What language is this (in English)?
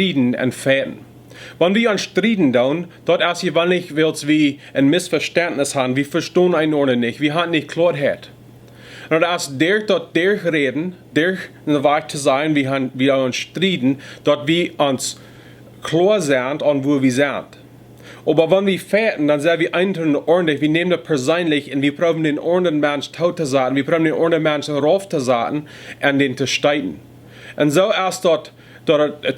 Plautdietsch